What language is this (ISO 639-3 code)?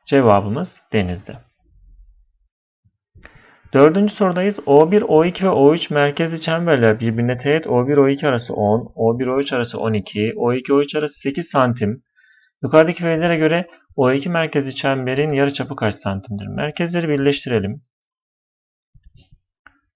tur